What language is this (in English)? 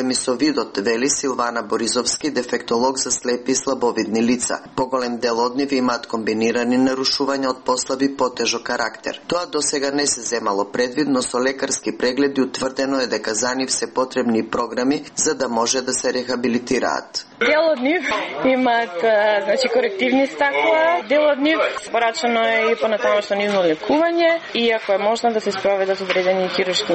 Macedonian